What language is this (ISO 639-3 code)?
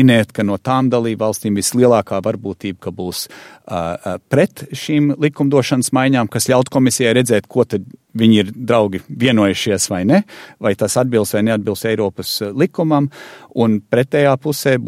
lav